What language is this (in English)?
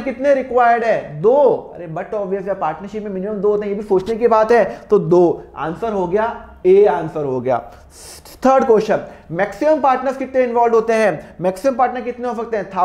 Hindi